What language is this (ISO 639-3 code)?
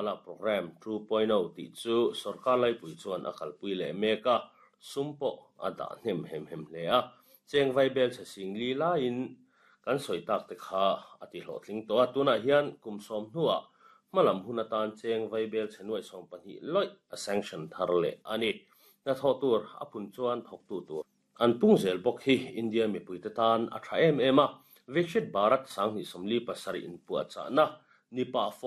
lus